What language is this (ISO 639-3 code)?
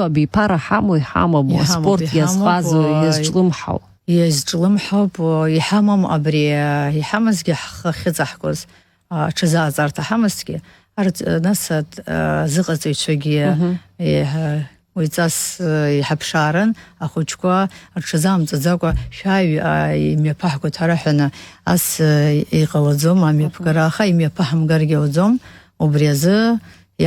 abk